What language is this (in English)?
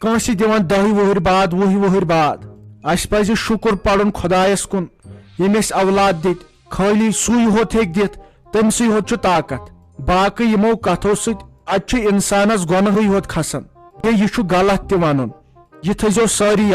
Kashmiri